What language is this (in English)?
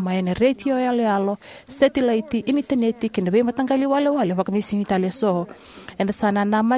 Fijian